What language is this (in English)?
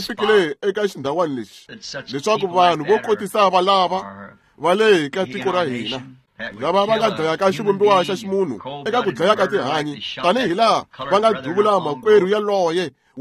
Tsonga